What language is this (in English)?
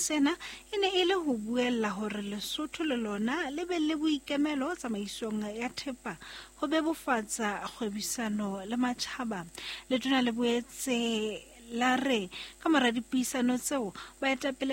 Southern Sotho